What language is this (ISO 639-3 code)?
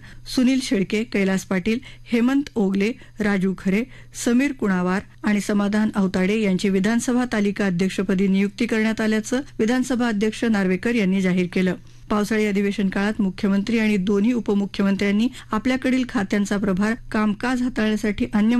mar